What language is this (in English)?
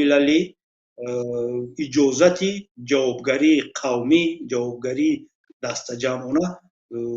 Tajik